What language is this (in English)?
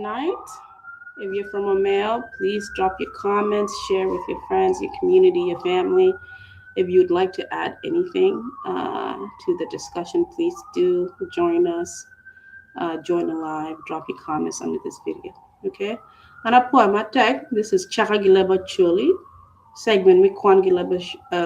Acoli